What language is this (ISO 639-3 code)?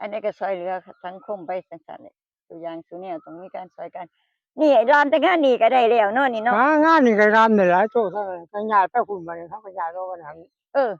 tts